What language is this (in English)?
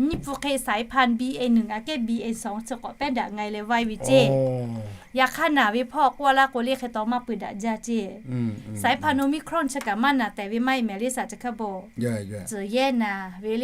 Lahu